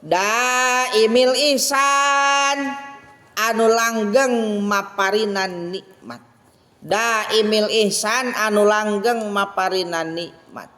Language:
Sundanese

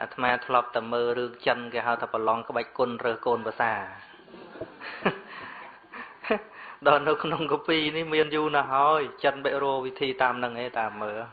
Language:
Khmer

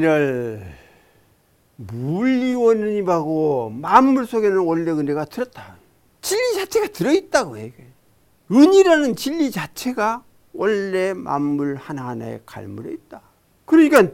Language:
Korean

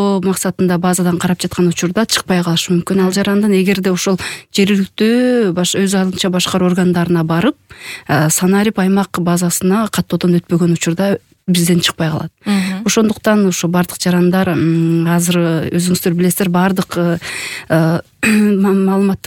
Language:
Kyrgyz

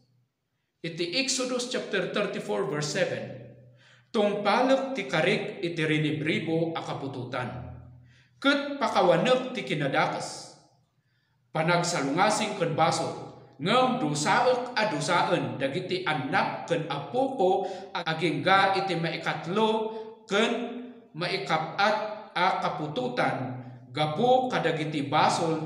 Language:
Iloko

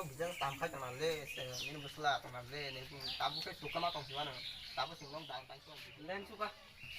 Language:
Kok Borok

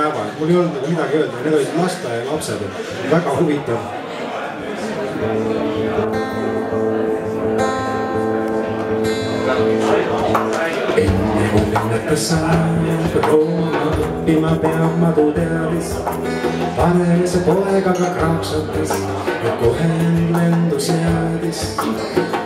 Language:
Estonian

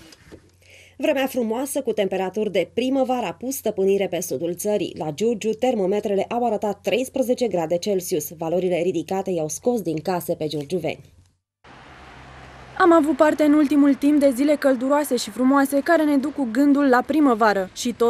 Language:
Romanian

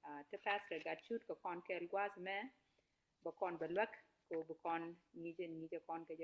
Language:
Nuer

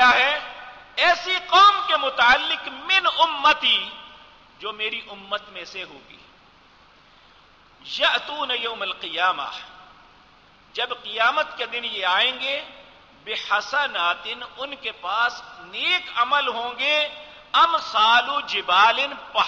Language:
Urdu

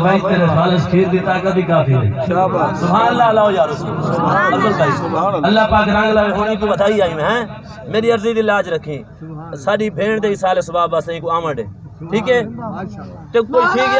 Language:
Saraiki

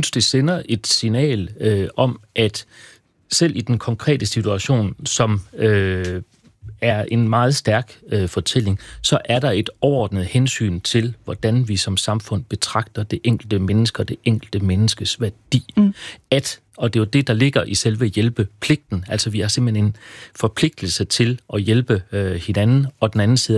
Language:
Danish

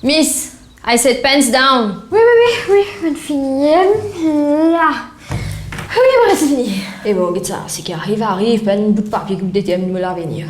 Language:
Morisyen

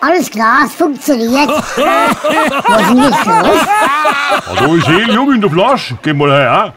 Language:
Palatine German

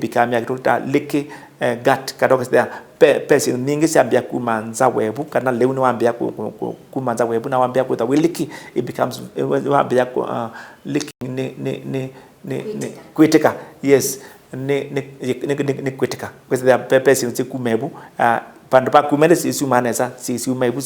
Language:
Kamba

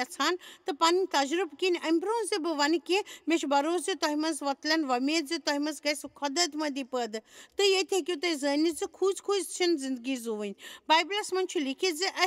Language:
Kashmiri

